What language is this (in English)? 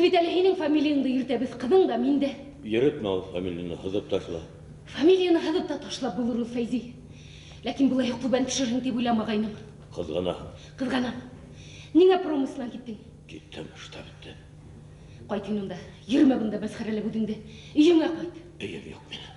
Bashkir